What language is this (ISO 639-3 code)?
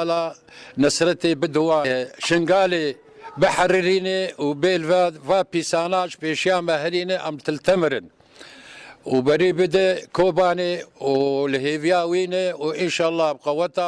kur